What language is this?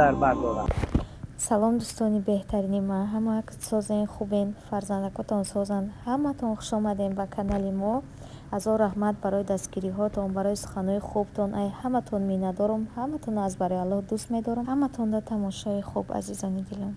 Tajik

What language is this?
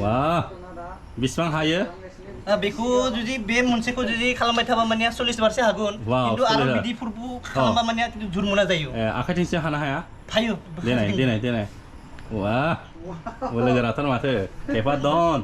Bodo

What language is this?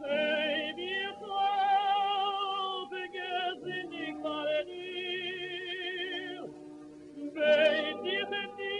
Yiddish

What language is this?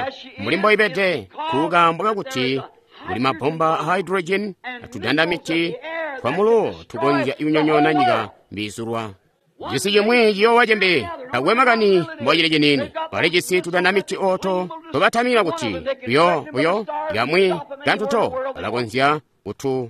Tonga (Zambia)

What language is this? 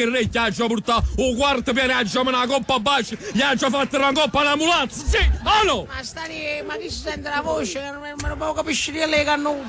Neapolitan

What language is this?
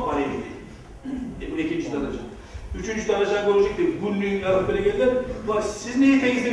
Kumyk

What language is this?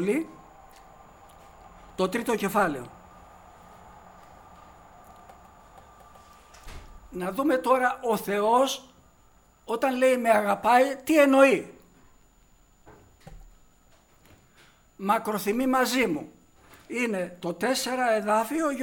Greek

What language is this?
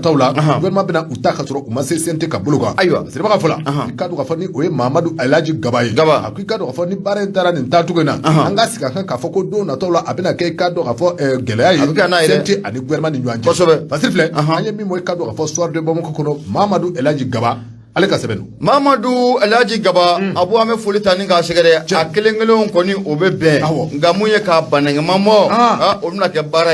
Bambara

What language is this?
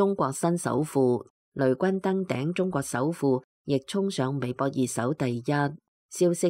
Cantonese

